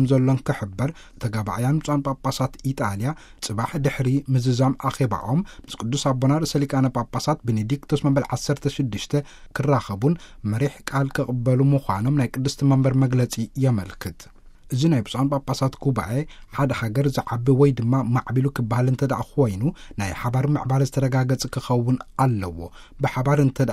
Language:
Tigrinya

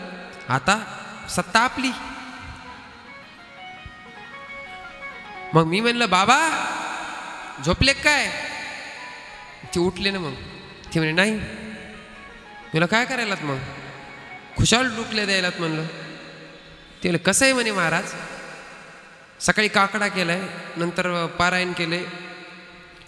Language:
Marathi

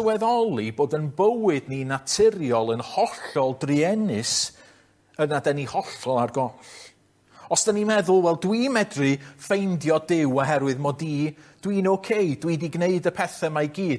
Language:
Welsh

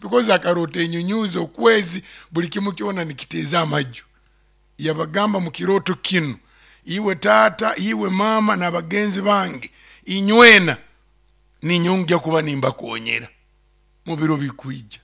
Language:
Nyoro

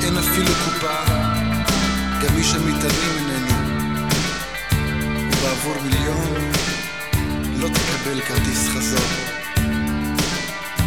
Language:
Hebrew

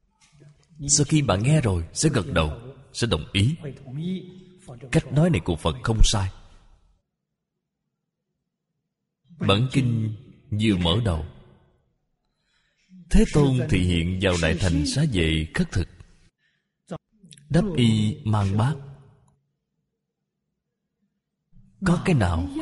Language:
Vietnamese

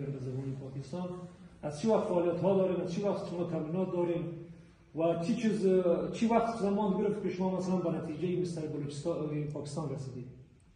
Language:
Persian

